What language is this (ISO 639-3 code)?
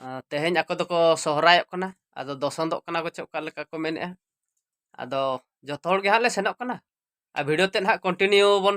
sat